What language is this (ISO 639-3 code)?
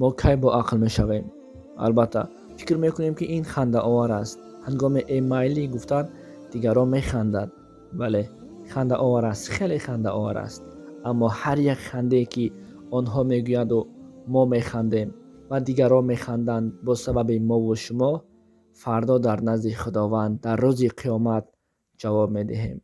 tgk